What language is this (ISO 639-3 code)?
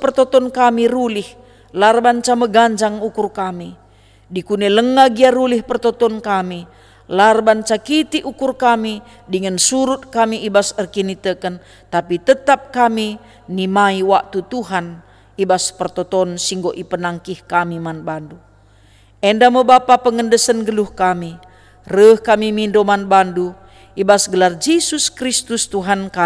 btx